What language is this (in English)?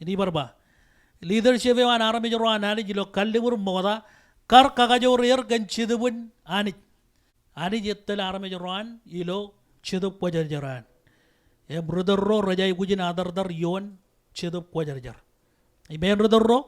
Marshallese